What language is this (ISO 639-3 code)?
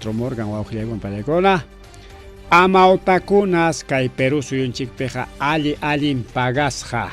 quy